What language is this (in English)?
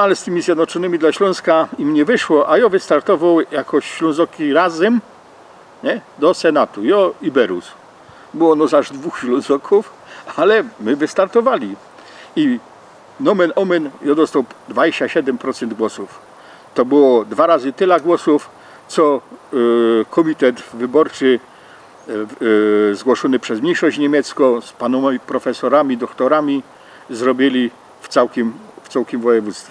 Silesian